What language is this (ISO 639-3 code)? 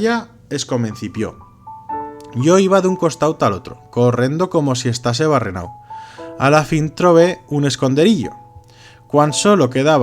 arg